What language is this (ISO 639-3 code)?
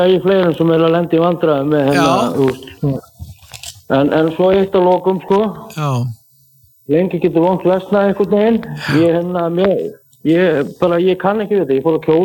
isl